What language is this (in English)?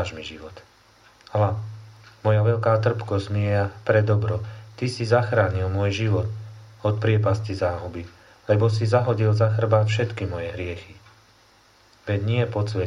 Slovak